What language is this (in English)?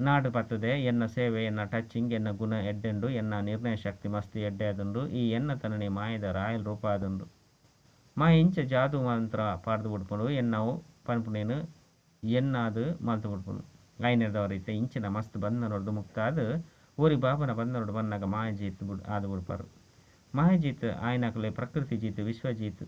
Tulu